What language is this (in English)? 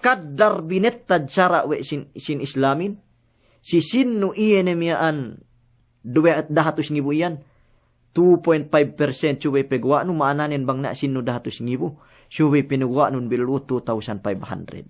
Yakan